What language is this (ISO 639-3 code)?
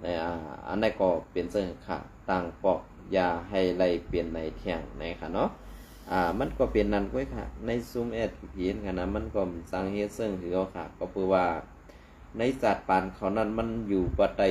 shn